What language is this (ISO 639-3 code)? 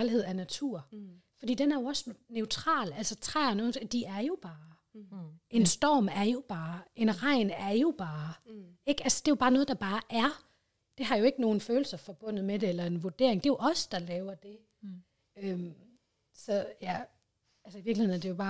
dan